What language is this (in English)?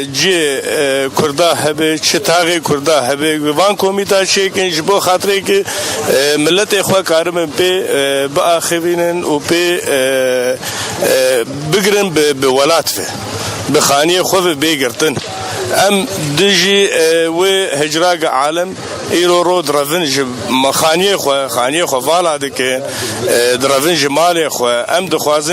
Kurdish